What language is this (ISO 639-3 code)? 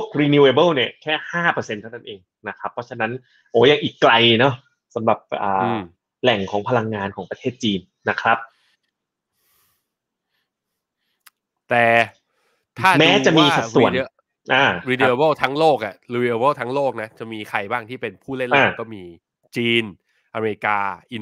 tha